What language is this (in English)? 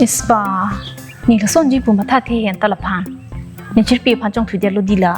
Karbi